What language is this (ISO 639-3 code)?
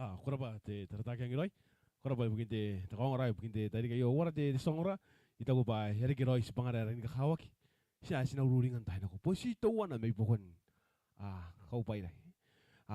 gil